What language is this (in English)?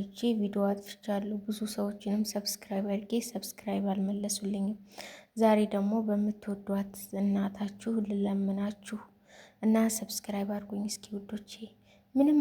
Amharic